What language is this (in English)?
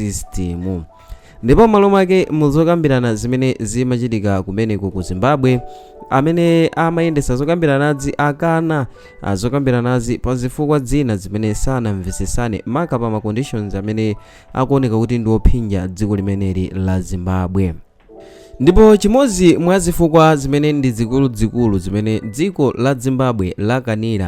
Nyanja